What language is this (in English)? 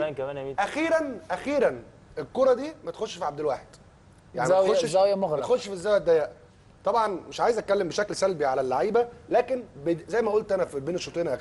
Egyptian Arabic